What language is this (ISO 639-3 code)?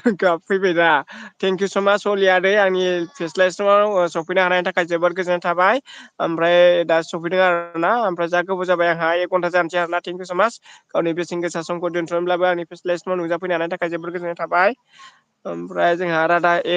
brx